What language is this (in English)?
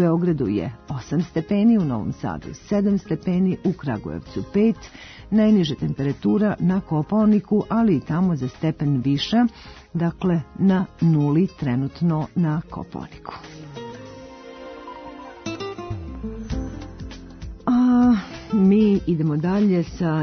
Serbian